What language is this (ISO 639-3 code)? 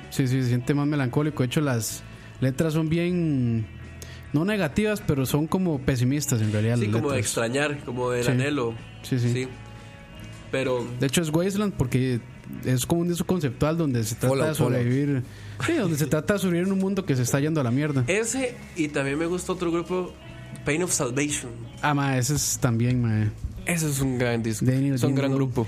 spa